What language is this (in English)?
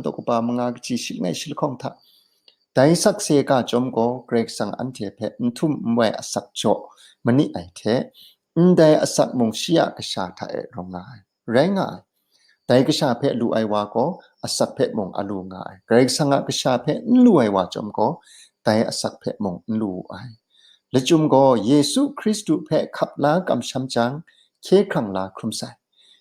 Kachin